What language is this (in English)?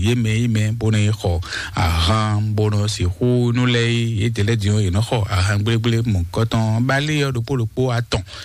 Fon